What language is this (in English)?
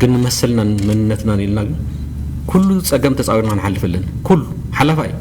Tigrinya